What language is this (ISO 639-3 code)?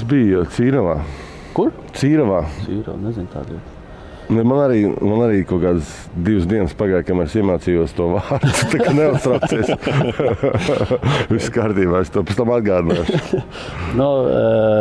lav